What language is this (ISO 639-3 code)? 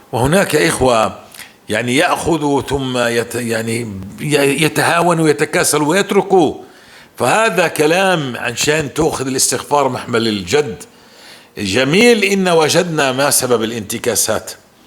apc